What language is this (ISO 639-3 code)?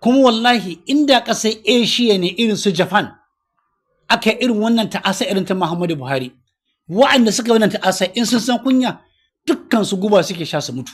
hau